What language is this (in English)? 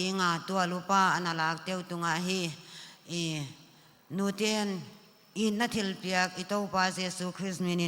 Paite Chin